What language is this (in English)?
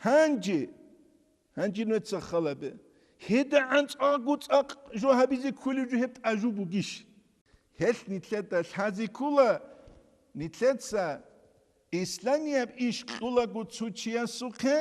Avaric